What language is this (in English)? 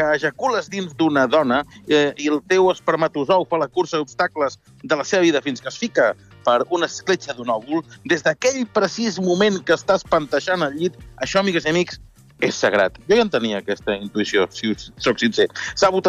Catalan